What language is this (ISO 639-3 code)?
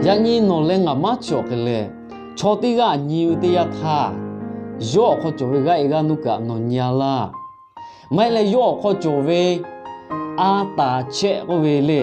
lhu